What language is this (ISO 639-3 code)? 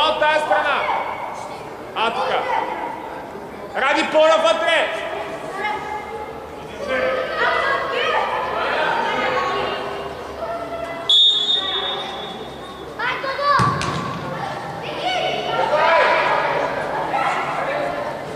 bul